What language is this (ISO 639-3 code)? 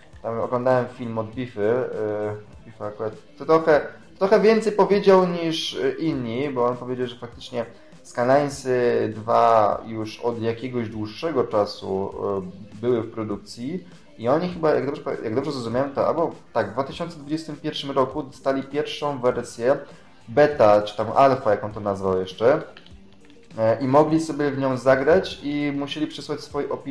pol